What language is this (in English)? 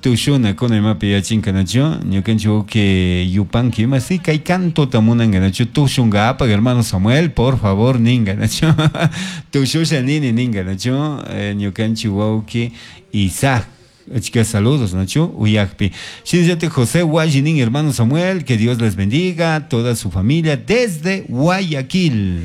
Chimborazo Highland Quichua